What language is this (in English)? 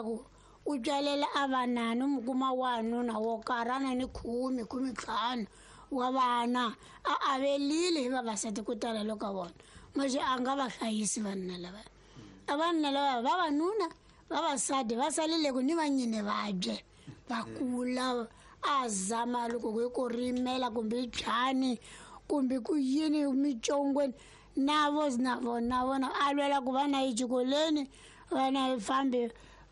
Tsonga